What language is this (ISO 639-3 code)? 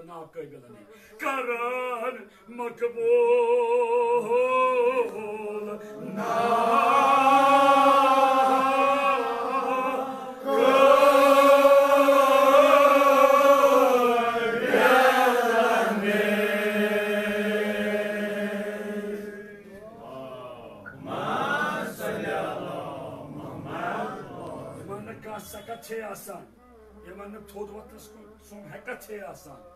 kas